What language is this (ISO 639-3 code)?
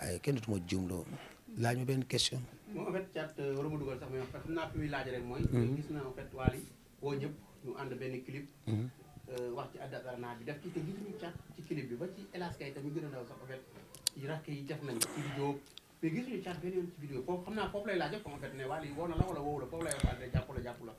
wol